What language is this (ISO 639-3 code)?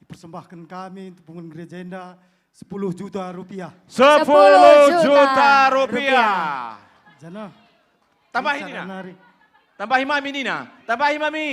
btx